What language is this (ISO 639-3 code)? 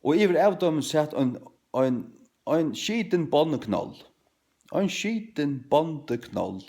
fao